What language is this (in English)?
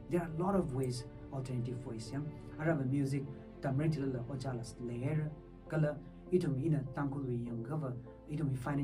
Tangkhul Naga (India)